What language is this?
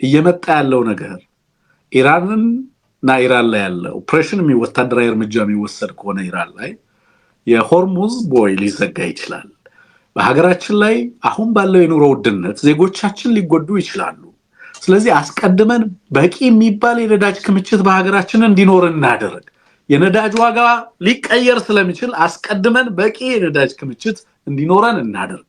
Amharic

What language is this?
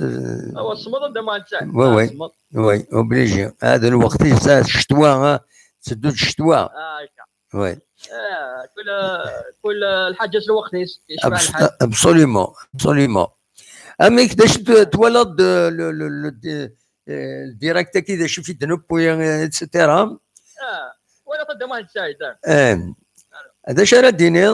Kabyle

